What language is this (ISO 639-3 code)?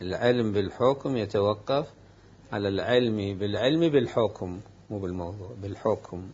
acm